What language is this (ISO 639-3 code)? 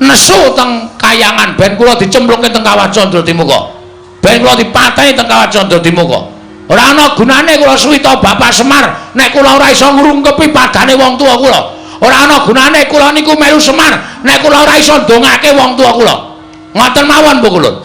jav